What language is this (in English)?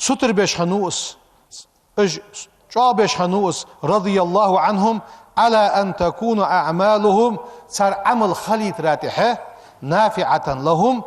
Ingush